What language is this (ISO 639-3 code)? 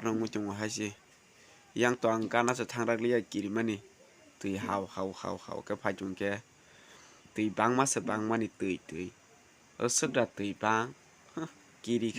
trp